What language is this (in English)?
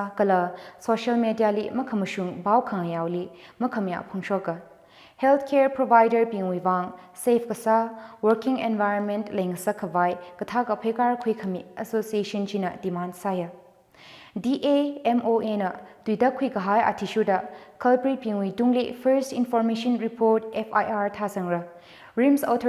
Tangkhul Naga (India)